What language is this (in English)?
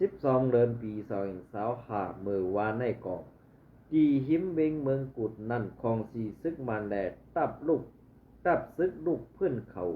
Shan